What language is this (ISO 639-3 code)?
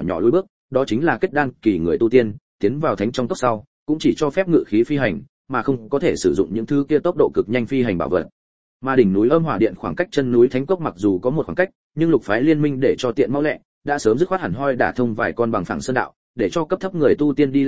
vie